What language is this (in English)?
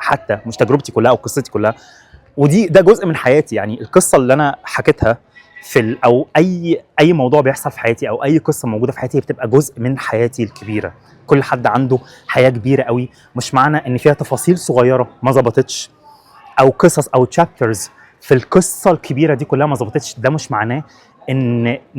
Egyptian Arabic